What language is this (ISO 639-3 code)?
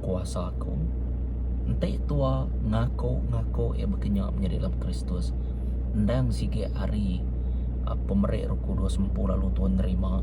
iba